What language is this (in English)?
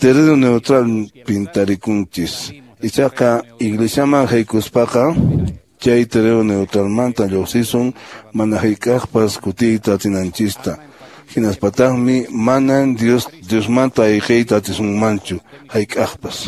Quechua